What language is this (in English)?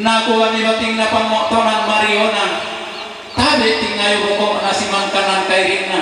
Toraja-Sa'dan